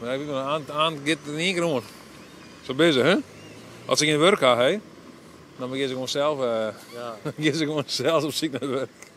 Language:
Western Frisian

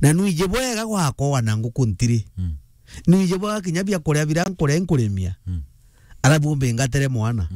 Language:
Meru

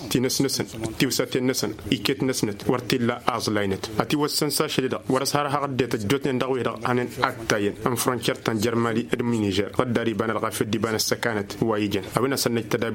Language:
Tamasheq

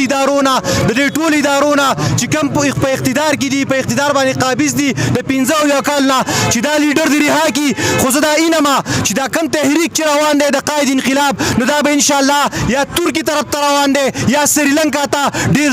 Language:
Pashto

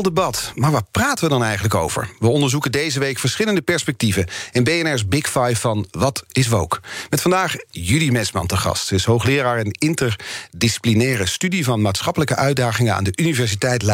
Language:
Dutch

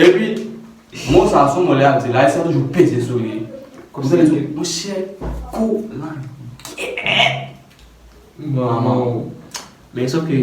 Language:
Haitian Creole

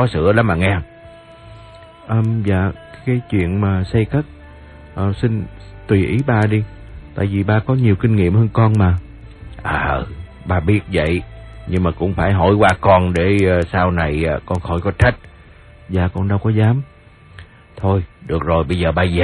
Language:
Vietnamese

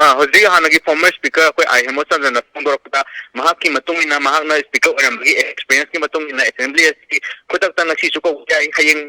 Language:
Manipuri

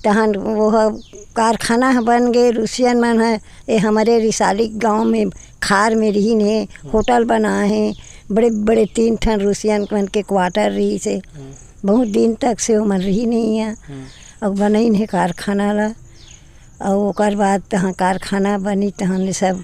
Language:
Chhattisgarhi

